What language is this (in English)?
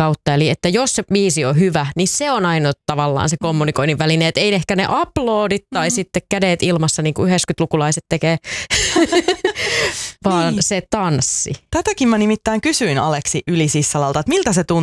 Finnish